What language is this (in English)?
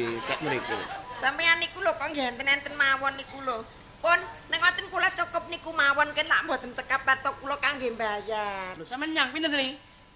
Javanese